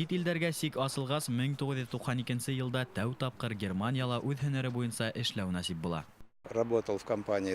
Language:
Bashkir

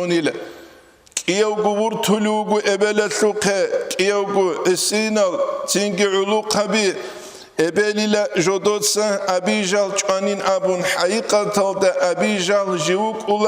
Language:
Avaric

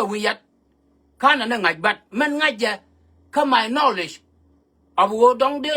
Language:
Nuer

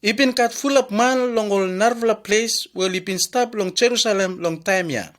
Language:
Bislama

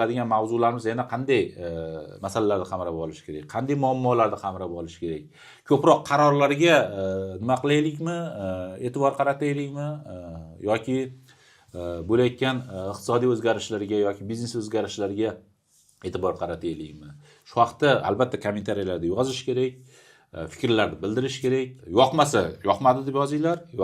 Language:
Uzbek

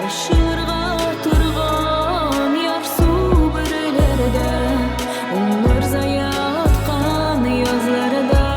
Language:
Tatar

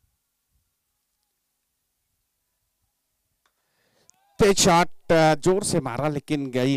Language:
Hindi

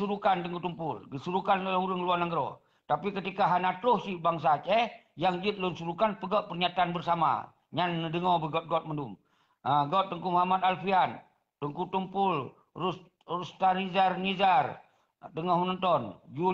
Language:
Achinese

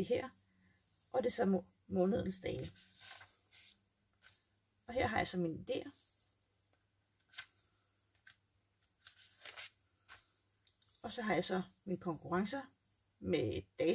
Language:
Danish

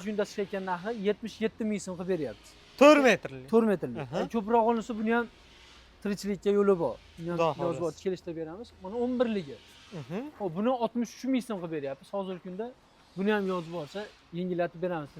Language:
Uzbek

